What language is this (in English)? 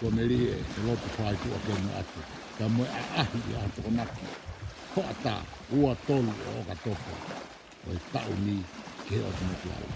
Tongan